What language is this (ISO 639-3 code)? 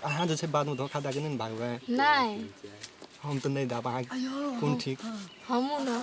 mai